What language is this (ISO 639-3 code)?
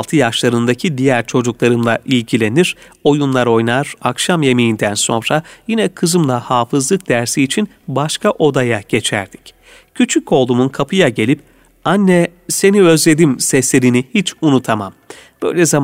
tur